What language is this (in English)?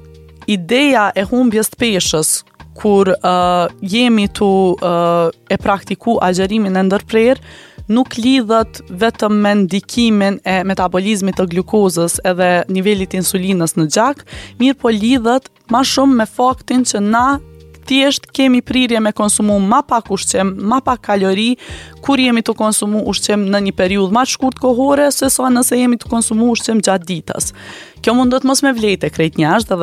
Albanian